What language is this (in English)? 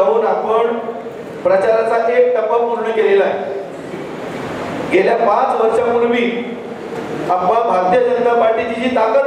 Marathi